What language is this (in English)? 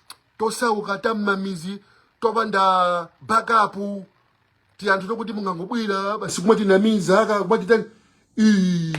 Nyanja